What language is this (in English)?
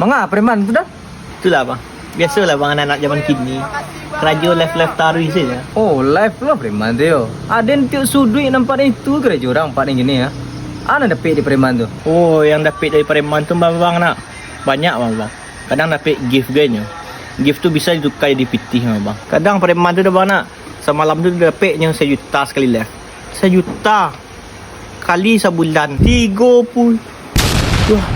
Minangkabau